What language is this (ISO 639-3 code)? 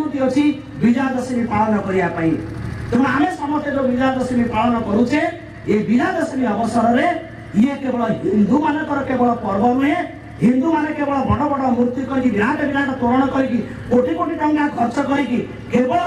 ori